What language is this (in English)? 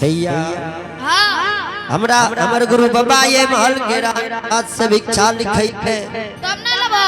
Angika